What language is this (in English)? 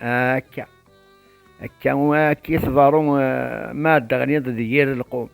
Kabyle